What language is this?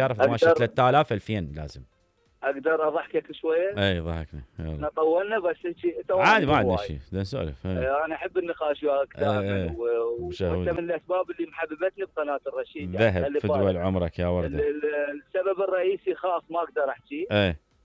Mesopotamian Arabic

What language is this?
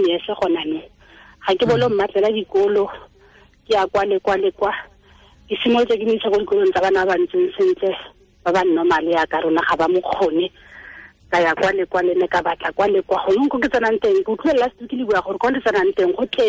Tswana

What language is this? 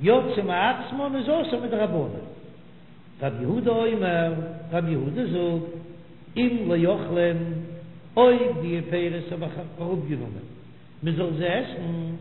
Yiddish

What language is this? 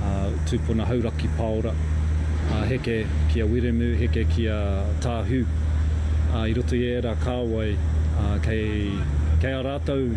Māori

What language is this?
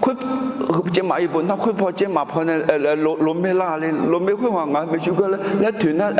Akha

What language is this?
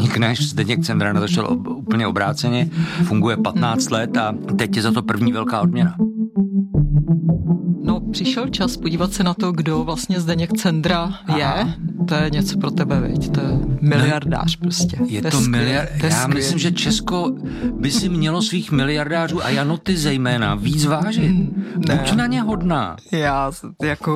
Czech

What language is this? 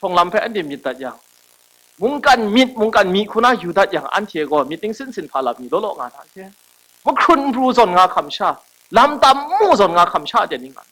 Kachin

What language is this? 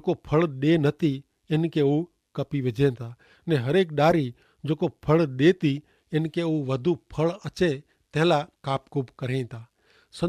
Kachhi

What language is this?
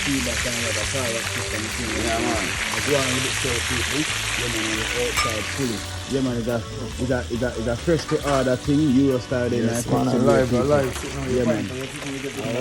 Jamaican Creole English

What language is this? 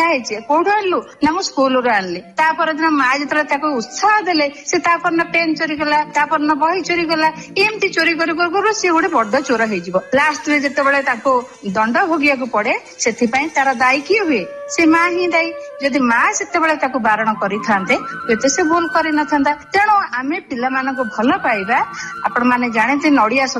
Odia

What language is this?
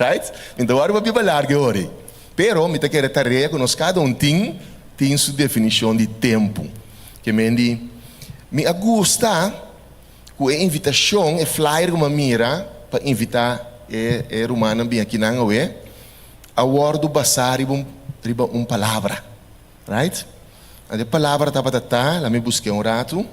Papiamento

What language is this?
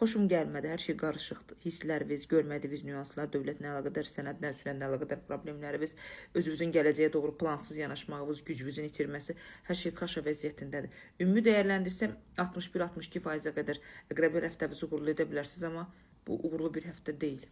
Azerbaijani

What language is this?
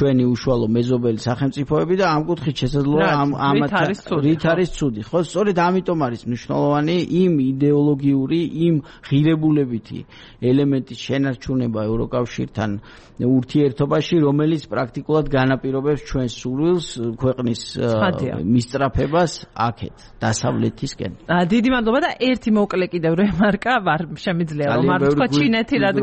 Georgian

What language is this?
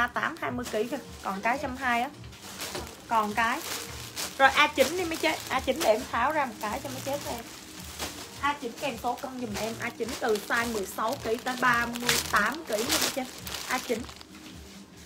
Vietnamese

